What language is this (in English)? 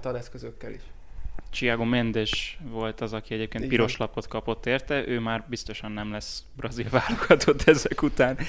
Hungarian